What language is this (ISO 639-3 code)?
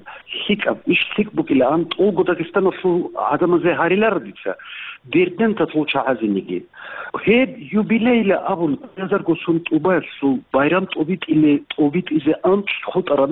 ava